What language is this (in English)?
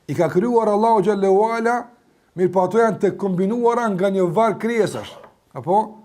Albanian